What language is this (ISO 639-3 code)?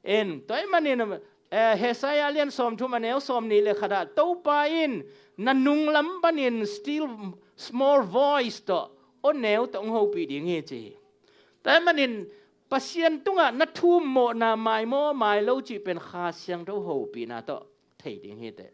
ctd